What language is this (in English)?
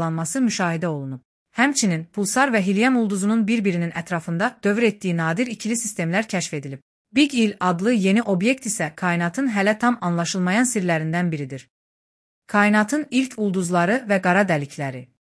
Azerbaijani